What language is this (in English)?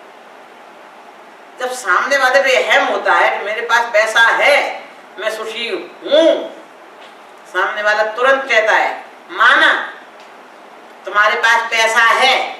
Hindi